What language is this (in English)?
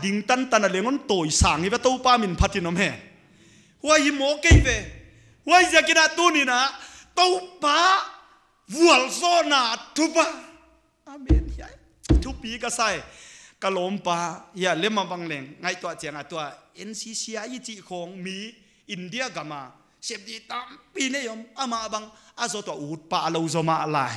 Paite Chin